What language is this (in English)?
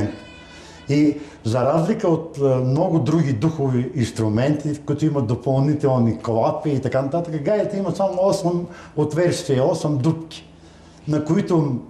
Bulgarian